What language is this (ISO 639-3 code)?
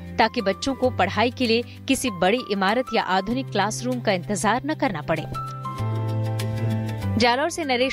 hin